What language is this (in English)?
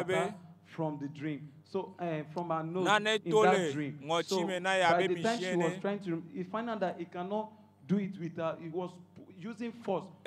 Ewe